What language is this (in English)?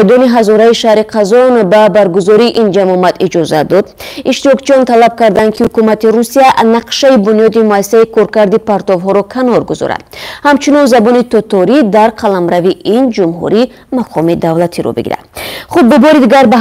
Tajik